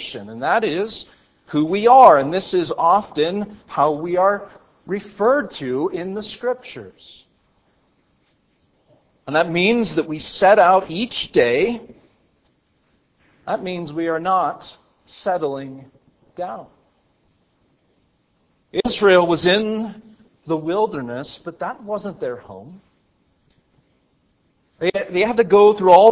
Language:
English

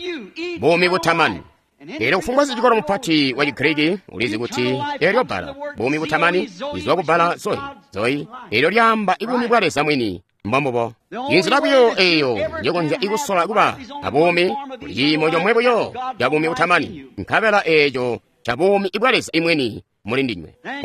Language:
Tonga (Zambia)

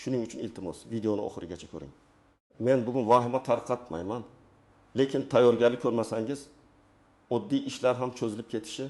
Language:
Uzbek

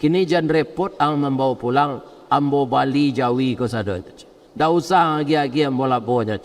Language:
Minangkabau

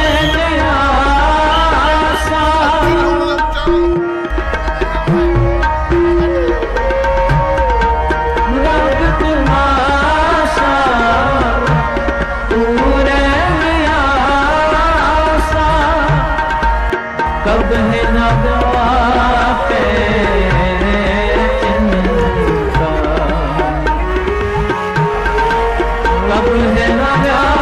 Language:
Punjabi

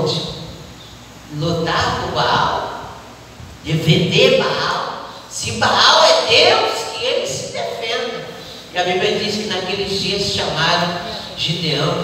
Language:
Portuguese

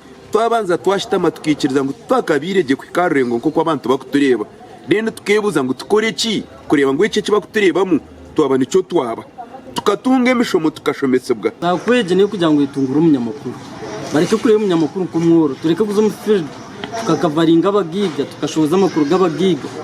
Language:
Nyankole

